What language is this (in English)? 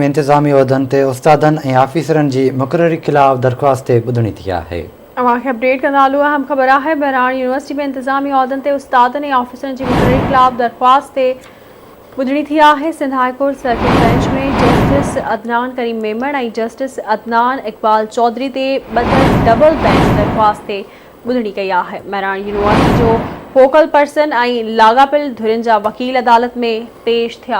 Sindhi